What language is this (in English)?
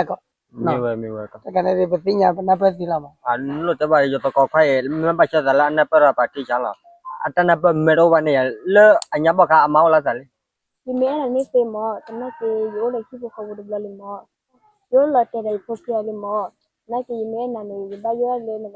S'gaw Karen